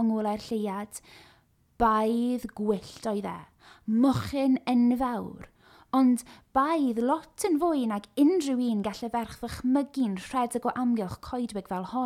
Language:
Welsh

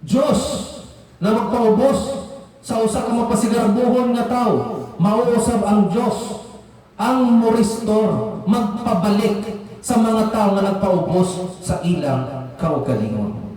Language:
Cebuano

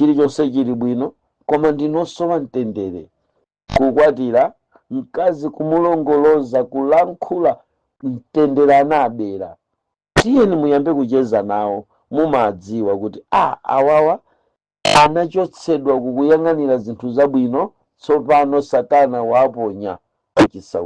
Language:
Nyanja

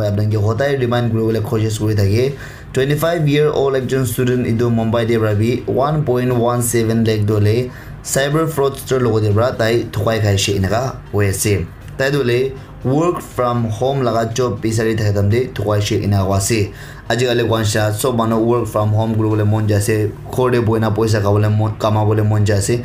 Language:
Naga Pidgin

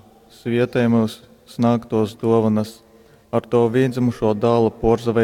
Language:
Latgalian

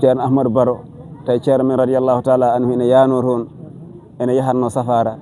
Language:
Fula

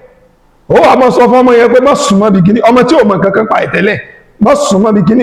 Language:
Yoruba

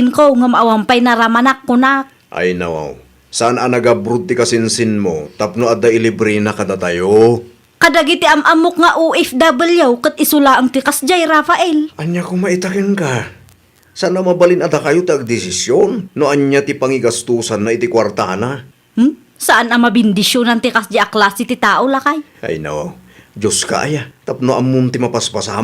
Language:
Iloko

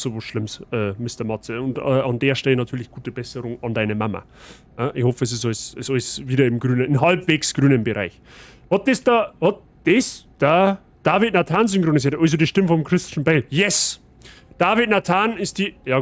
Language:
Bavarian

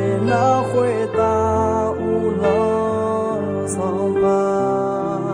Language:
Akha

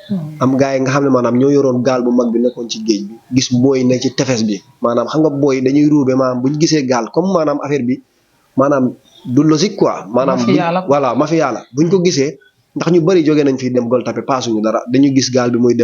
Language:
Wolof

